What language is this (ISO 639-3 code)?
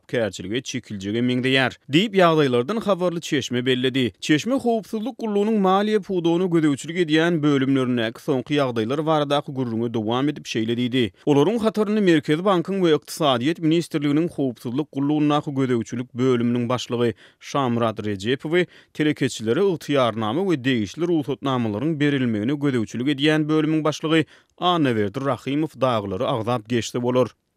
tuk